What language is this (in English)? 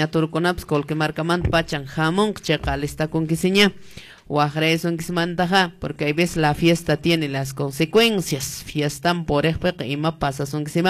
Quechua